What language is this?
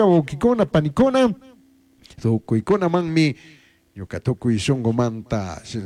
Chimborazo Highland Quichua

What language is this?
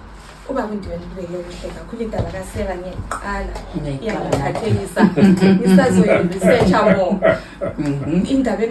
Zulu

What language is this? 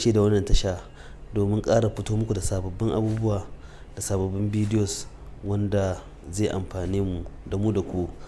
Hausa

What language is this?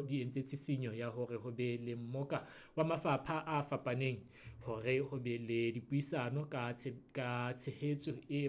Southern Sotho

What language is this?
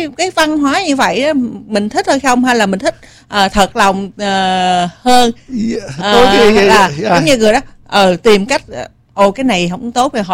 Vietnamese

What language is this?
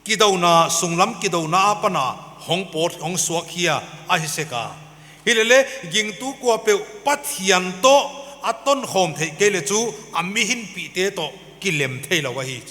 Paite Chin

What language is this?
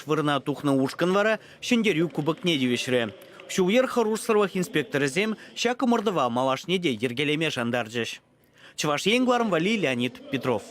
Chuvash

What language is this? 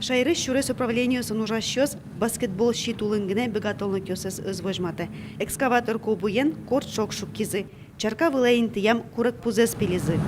Udmurt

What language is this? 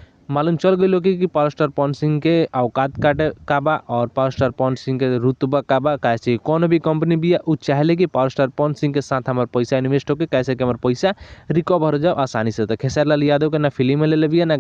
Bhojpuri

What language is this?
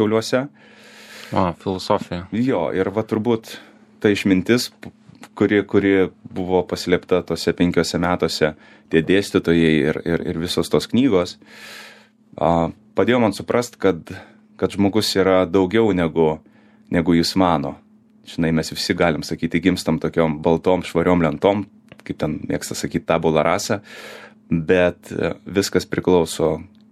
Lithuanian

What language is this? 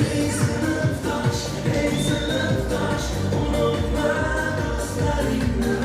Kara-Kalpak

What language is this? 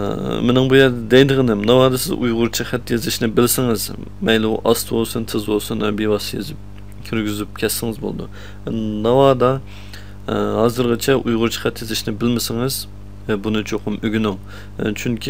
Uyghur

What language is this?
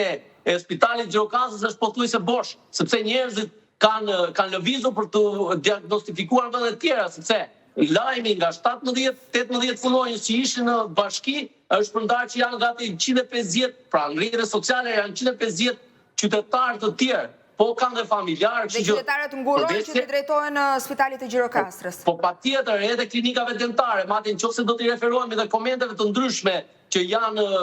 Albanian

